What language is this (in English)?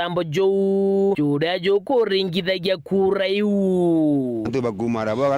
Meru